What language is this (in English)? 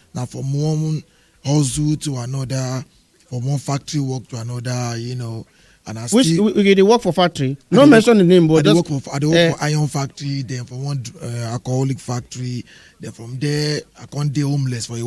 Nigerian Pidgin